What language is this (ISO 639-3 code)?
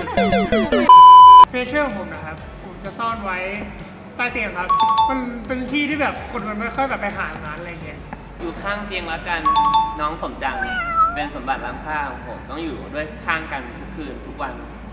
tha